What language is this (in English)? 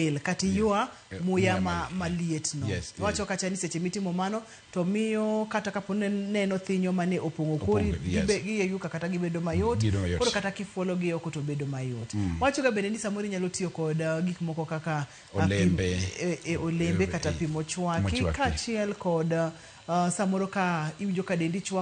Luo (Kenya and Tanzania)